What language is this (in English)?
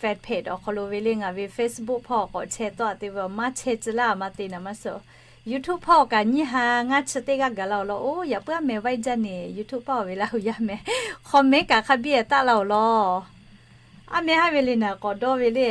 Lahu